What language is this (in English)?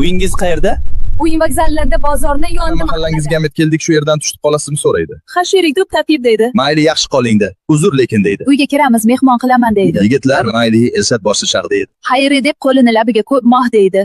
Uzbek